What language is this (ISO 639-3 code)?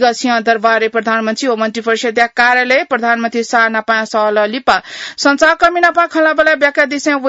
new